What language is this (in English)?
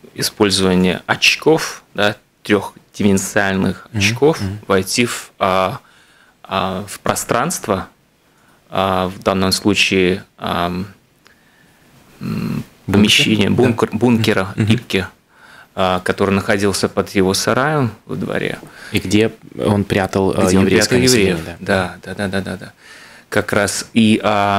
Russian